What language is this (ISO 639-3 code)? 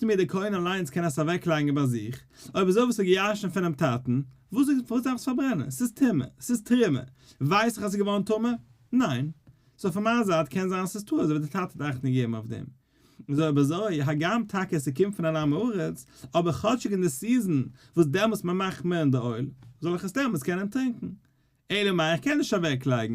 yid